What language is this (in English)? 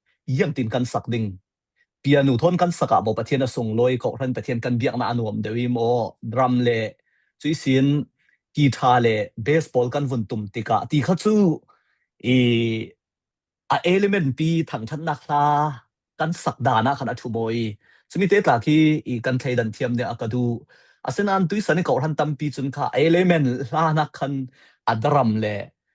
Falam Chin